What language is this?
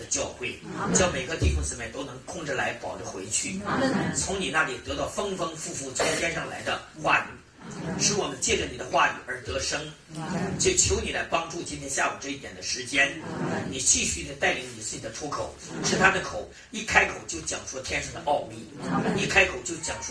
Chinese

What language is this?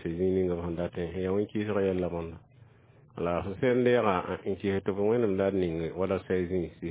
Mossi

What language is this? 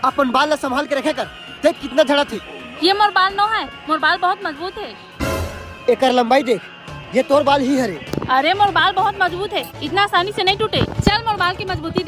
Chhattisgarhi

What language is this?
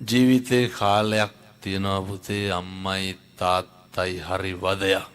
Sinhala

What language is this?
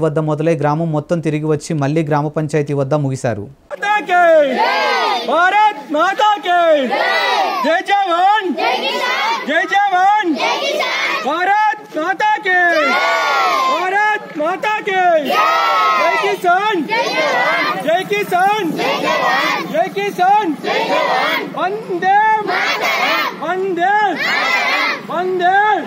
Telugu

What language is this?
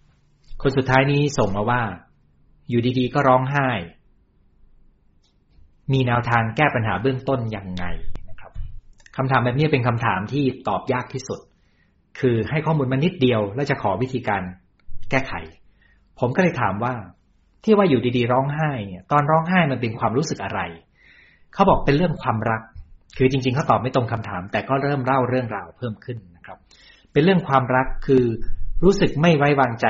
Thai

